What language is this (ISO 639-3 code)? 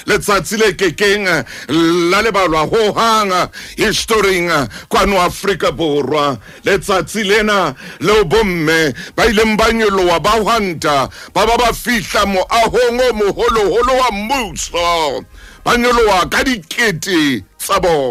sot